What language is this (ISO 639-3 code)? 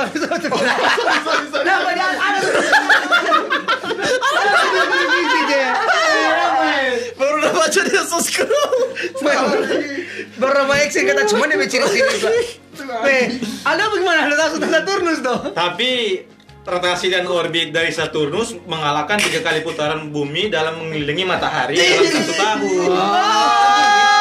ind